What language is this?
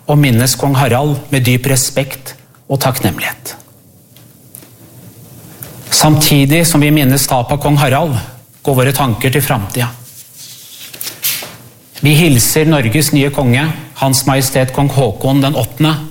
Norwegian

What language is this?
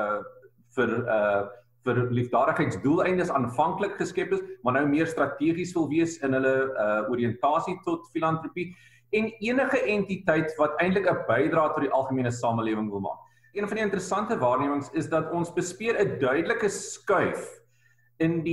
Afrikaans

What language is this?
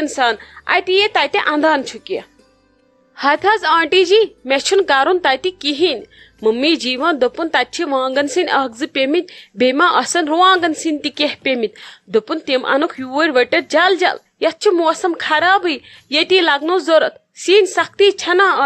Kashmiri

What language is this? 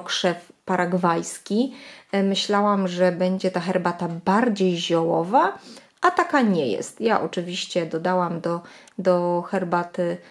Polish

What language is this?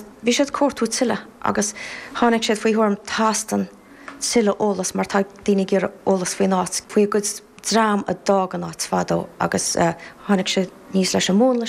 Irish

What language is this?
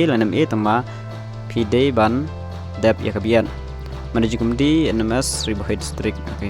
Khasi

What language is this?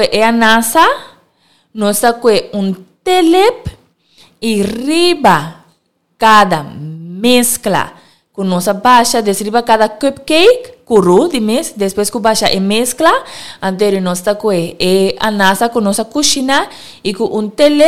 Papiamento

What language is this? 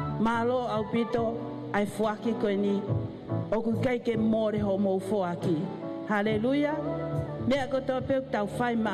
Tongan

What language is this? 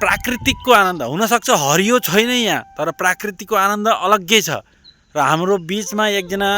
Nepali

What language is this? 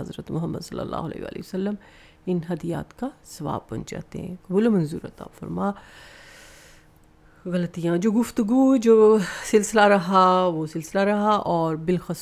Urdu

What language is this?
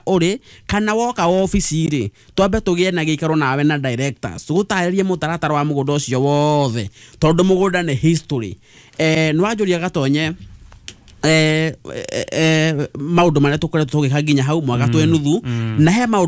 Kikuyu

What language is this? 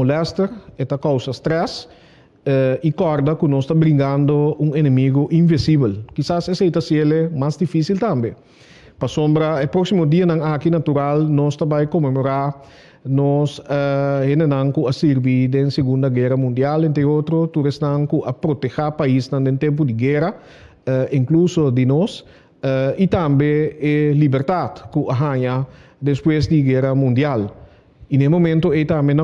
Papiamento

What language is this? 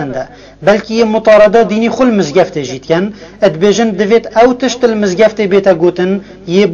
Kurdish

